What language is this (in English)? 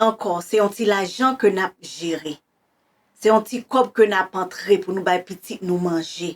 Haitian Creole